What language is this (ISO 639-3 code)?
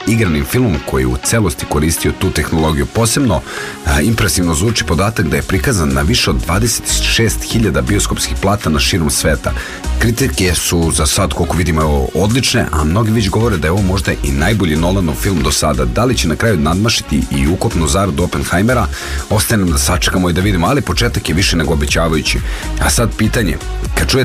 srp